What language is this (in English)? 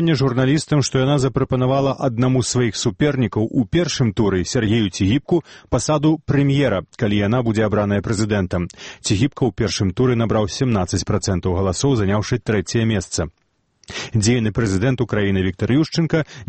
Belarusian